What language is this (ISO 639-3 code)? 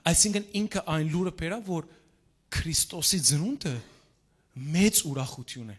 hyw